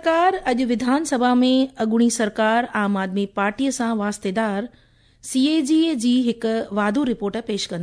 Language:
Sindhi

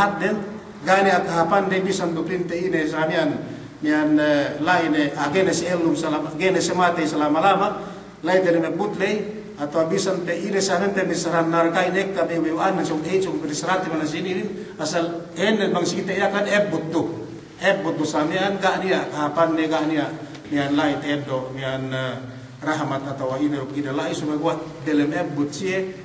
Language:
Yakan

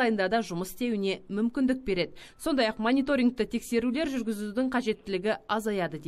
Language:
Kazakh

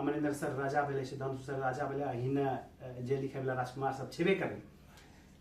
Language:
Angika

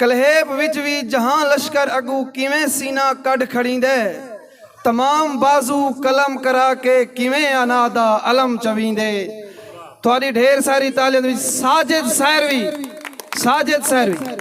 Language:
Saraiki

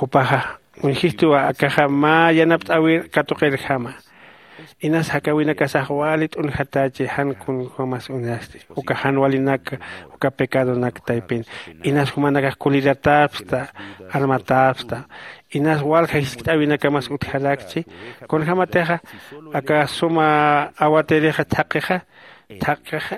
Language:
Aymara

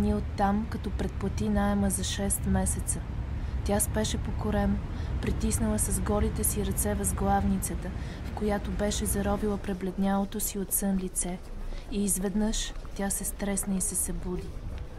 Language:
Bulgarian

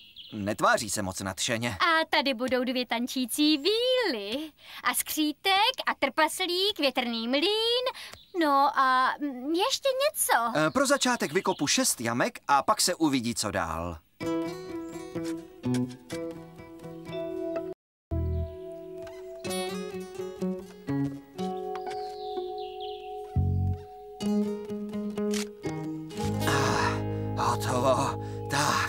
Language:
Czech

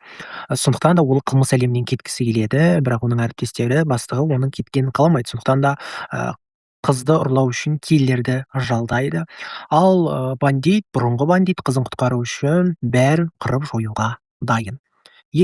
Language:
Kazakh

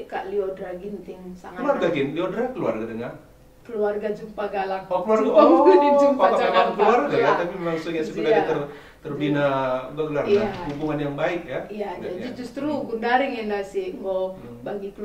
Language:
Batak Karo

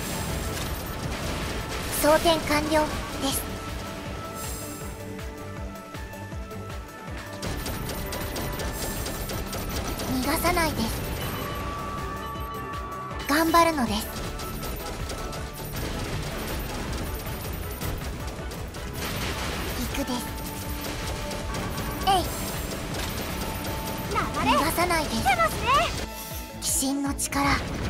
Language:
Japanese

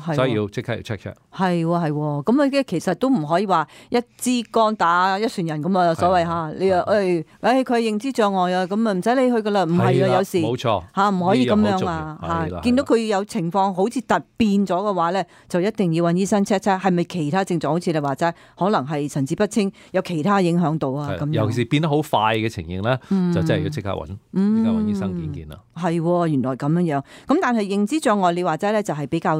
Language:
Cantonese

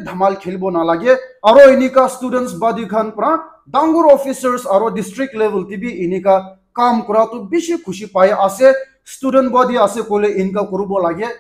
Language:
Naga Pidgin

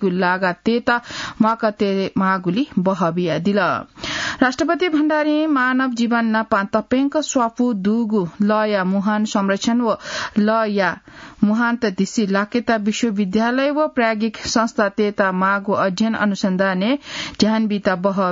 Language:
Newari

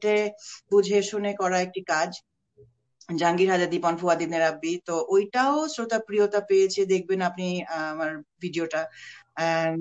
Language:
Bangla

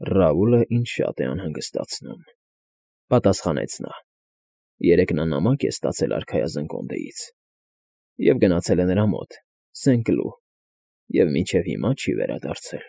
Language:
Armenian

